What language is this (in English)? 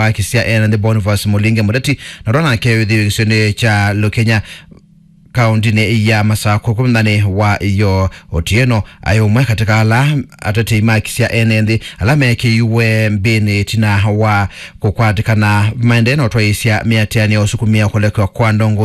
Kamba